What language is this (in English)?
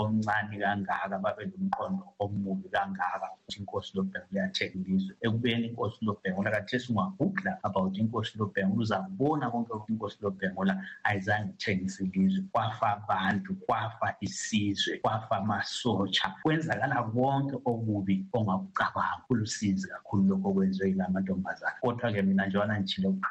North Ndebele